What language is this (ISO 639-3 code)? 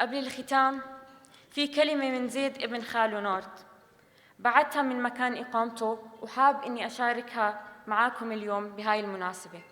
apc